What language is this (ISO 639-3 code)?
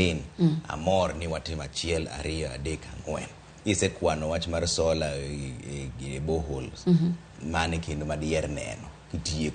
luo